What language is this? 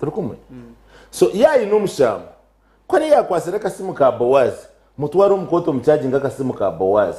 Nyankole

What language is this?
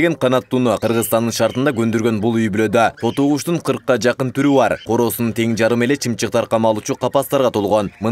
Kyrgyz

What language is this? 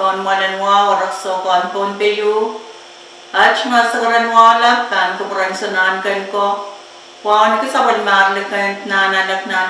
Pohnpeian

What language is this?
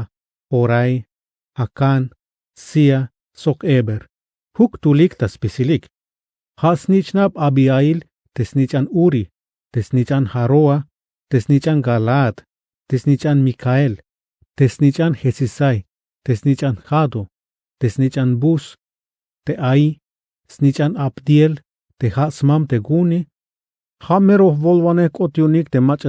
Tzeltal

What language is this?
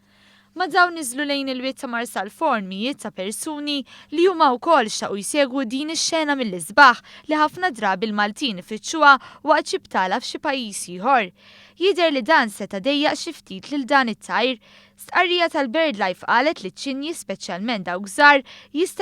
Maltese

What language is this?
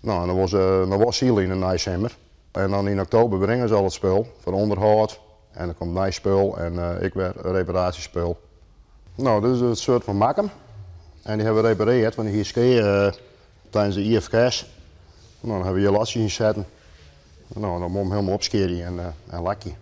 Western Frisian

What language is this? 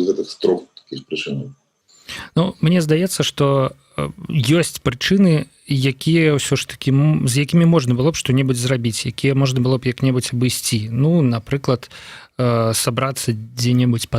Belarusian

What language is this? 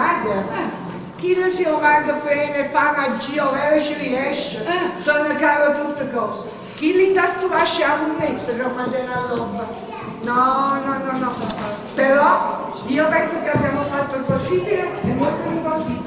Neapolitan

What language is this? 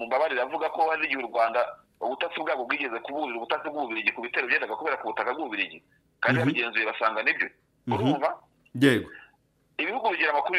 Kinyarwanda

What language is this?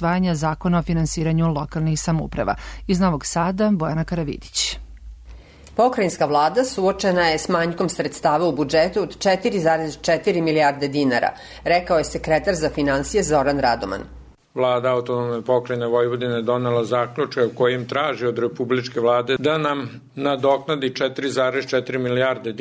Serbian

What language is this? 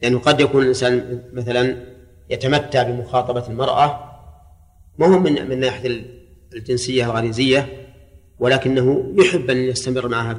Arabic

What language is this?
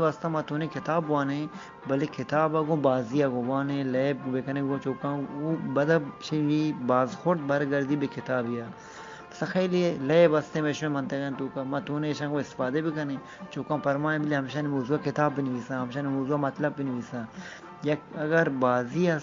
Eastern Balochi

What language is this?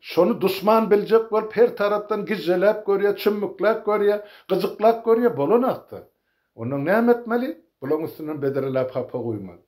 Turkmen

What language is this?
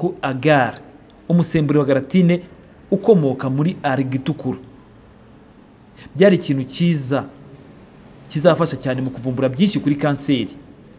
Kinyarwanda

